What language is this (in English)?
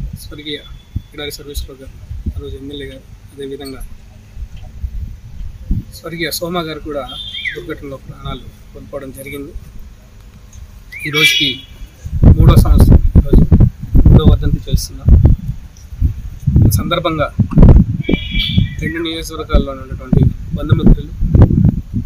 Telugu